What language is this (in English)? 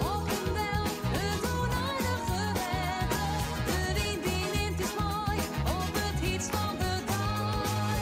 Western Frisian